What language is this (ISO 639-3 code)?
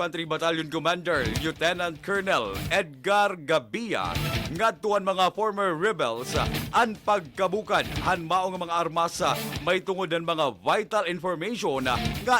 war